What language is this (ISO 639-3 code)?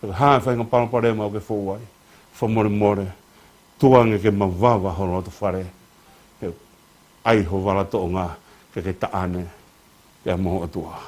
ton